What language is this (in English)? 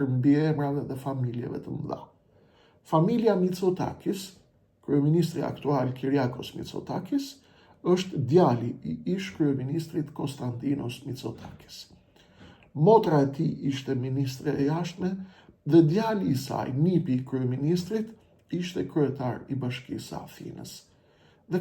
Albanian